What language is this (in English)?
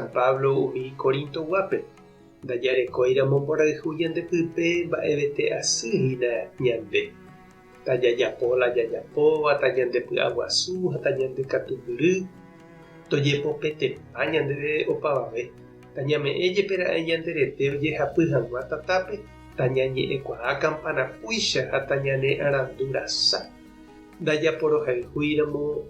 Guarani